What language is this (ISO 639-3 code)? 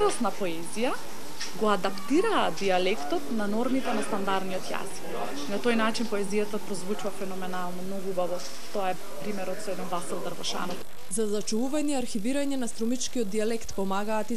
mkd